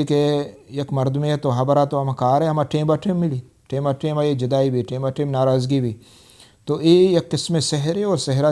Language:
Baluchi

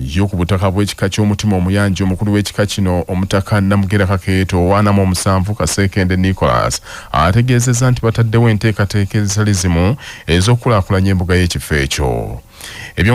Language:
Ganda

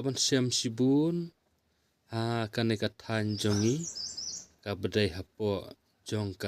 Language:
Khasi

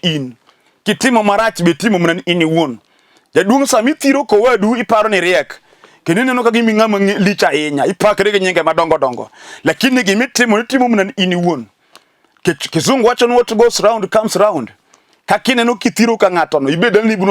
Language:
Luo (Kenya and Tanzania)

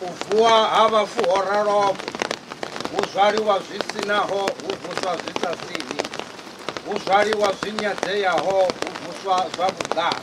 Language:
Venda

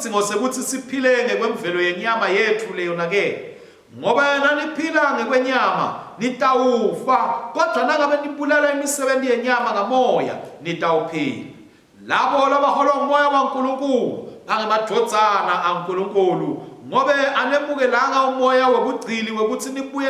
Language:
Swati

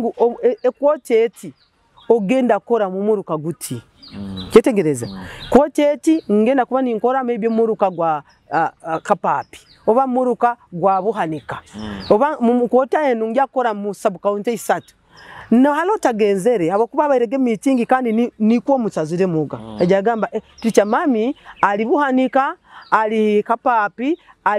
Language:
Nyoro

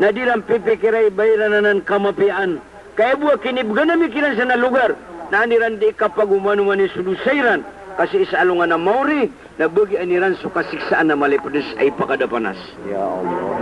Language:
Maranao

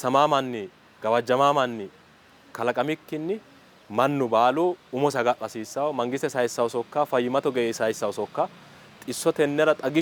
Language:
Sidamo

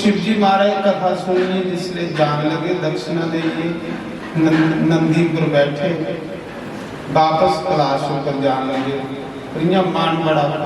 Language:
Dogri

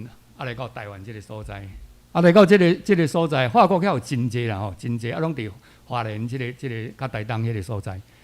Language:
Min Nan Chinese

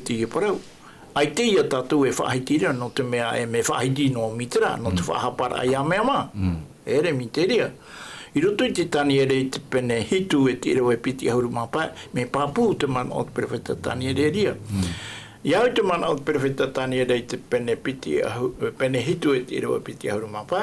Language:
Tahitian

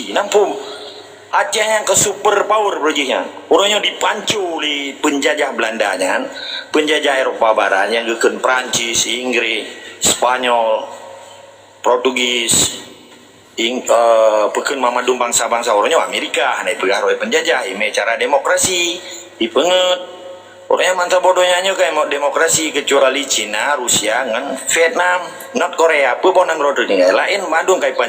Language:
Achinese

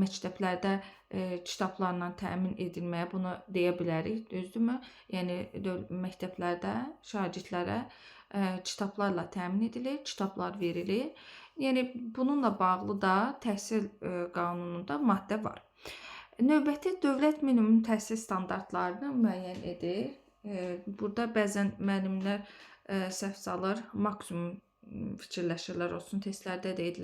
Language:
Azerbaijani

